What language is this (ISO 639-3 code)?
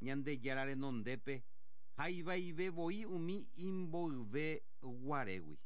grn